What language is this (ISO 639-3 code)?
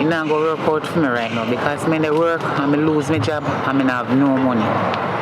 jam